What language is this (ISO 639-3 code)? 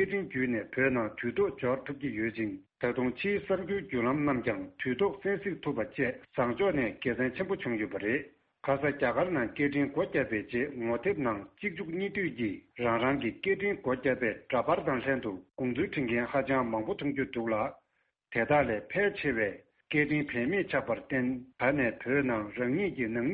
bod